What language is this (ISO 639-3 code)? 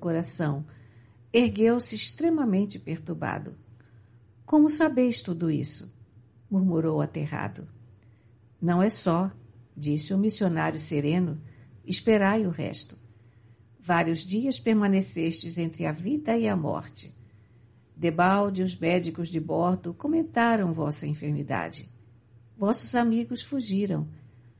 por